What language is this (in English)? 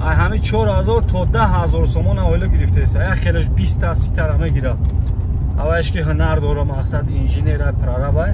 Tajik